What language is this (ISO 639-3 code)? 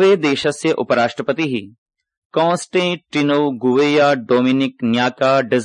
san